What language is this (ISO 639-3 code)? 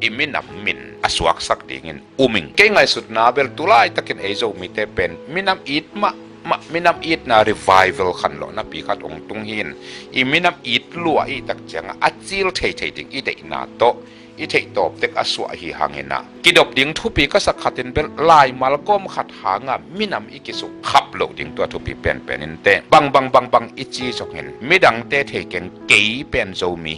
ctd